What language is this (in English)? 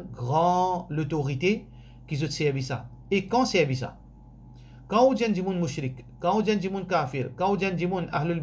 Morisyen